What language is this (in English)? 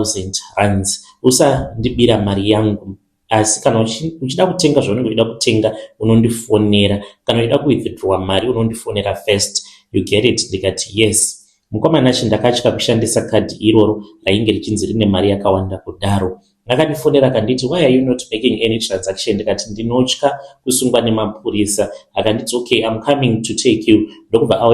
Shona